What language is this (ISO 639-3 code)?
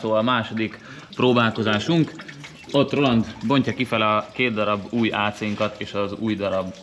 hun